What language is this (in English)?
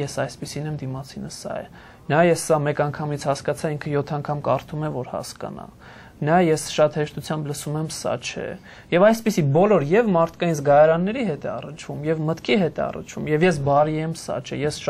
Armenian